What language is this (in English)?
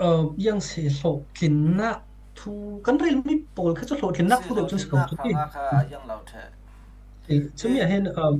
Falam Chin